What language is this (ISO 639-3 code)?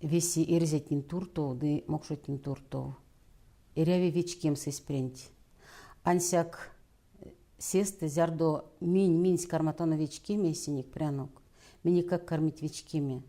myv